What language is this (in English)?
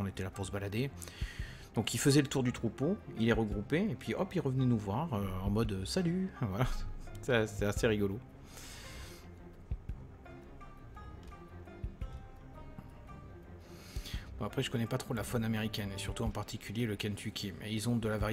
French